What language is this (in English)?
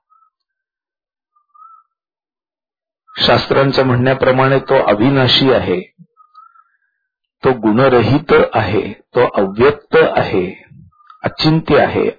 Marathi